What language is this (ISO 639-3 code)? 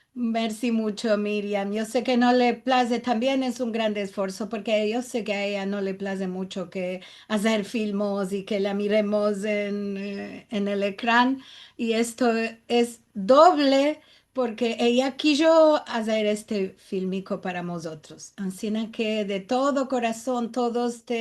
lad